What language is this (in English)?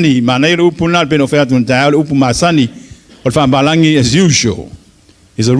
Samoan